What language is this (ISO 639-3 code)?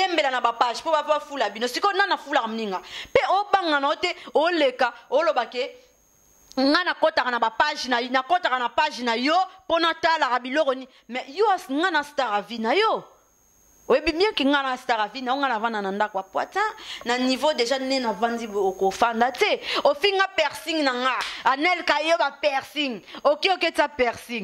lin